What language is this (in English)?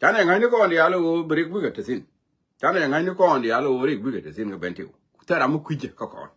Nuer